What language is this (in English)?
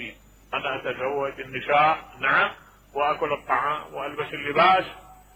Mesopotamian Arabic